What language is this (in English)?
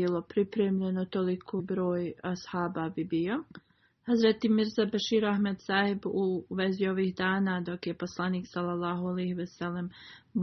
Bosnian